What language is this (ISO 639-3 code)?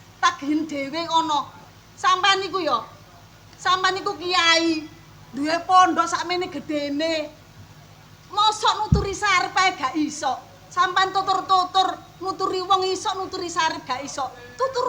jav